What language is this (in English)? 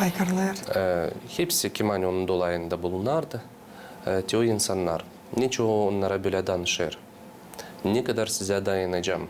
Gagauz